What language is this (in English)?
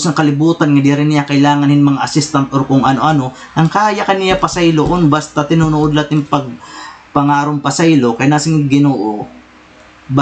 Waray